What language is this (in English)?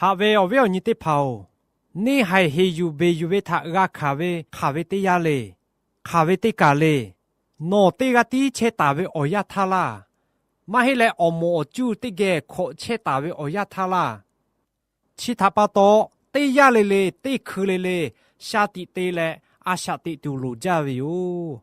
Lahu